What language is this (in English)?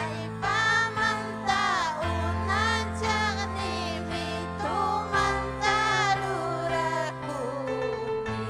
Ayacucho Quechua